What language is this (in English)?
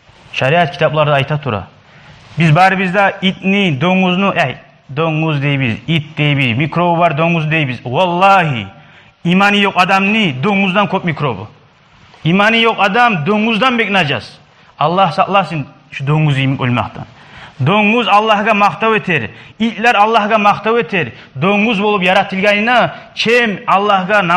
Kumyk